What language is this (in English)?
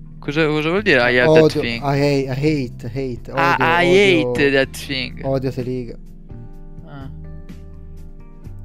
Italian